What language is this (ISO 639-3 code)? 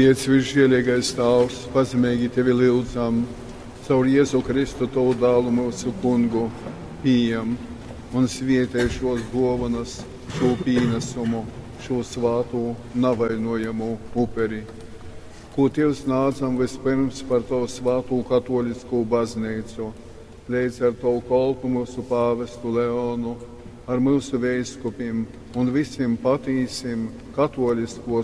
ltg